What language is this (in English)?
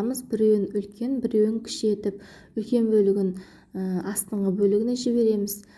Kazakh